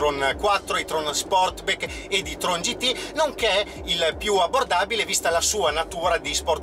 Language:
Italian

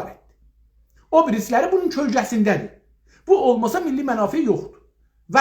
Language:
South Azerbaijani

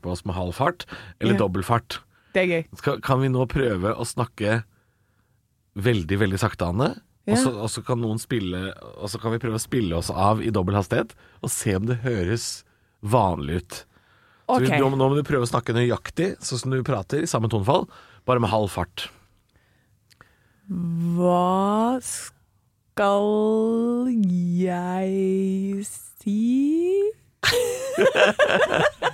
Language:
Norwegian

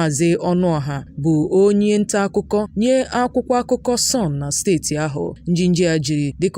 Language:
Igbo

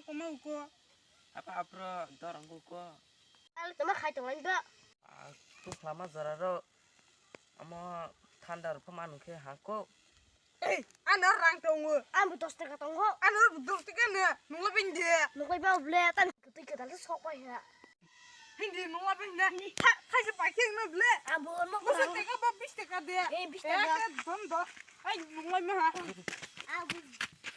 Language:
Kok Borok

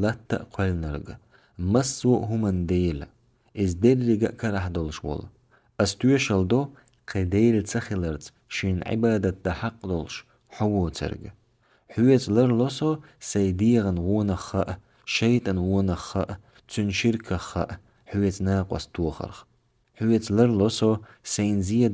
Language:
Chechen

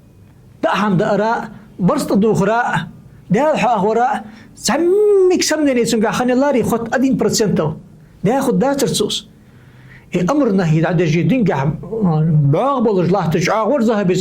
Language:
Ingush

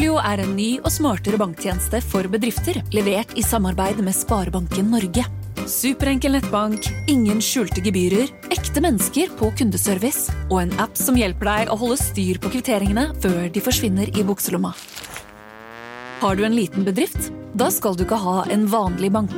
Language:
Norwegian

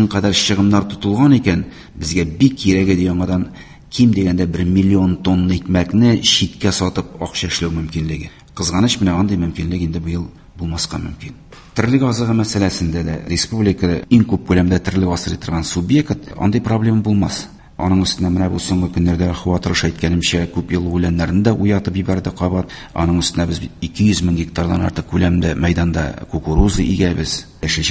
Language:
Tatar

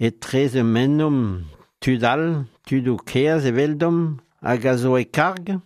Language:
Breton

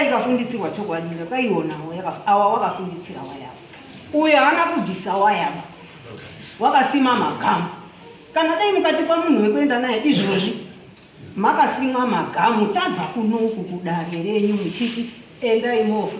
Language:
Shona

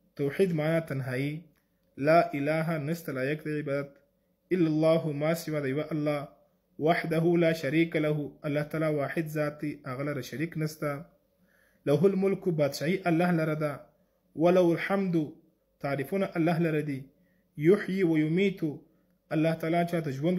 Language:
Pashto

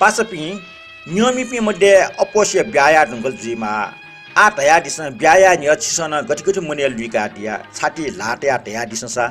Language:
Newari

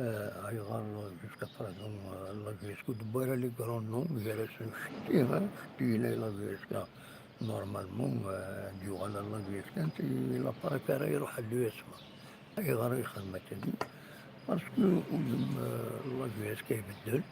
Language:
Kabyle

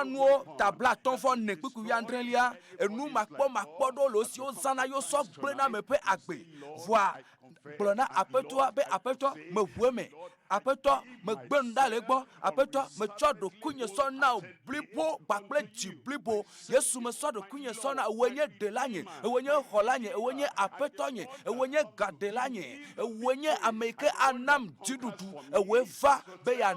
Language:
Ewe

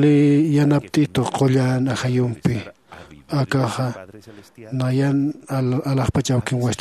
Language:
Aymara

